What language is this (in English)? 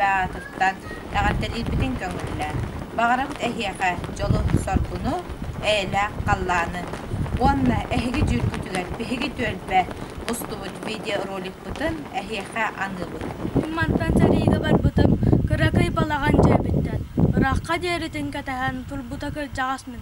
Yakut